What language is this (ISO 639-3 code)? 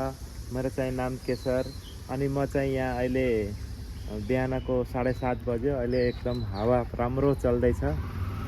nep